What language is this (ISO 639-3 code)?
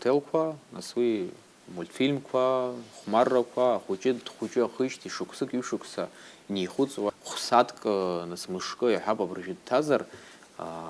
abk